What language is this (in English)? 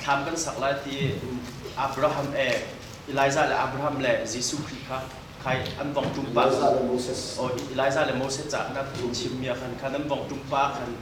Hakha Chin